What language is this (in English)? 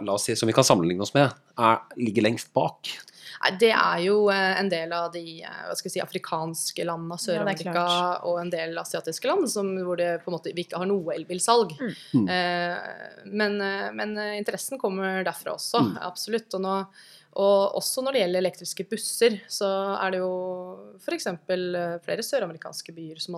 Norwegian